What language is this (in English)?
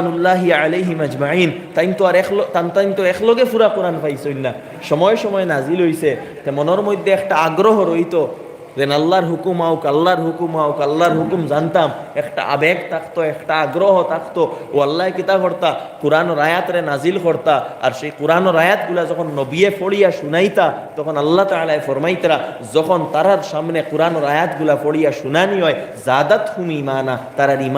Sylheti